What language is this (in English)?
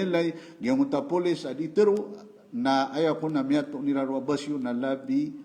Maranao